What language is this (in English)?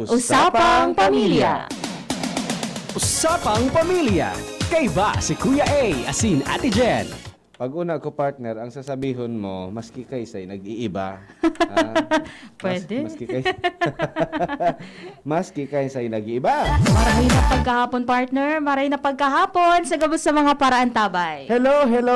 Bikol